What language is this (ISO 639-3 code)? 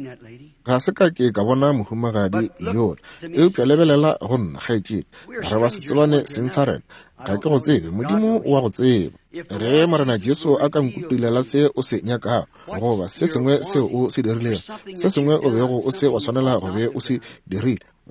nso